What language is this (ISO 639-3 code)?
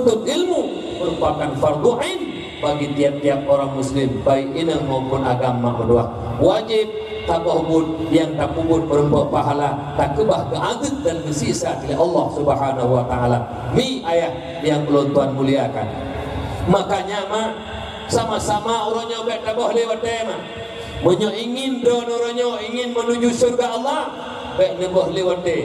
ace